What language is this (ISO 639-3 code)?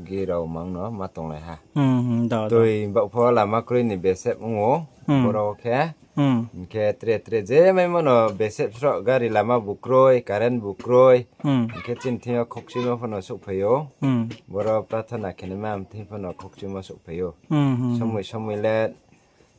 ria